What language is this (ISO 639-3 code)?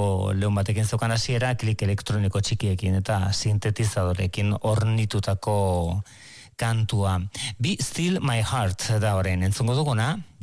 eus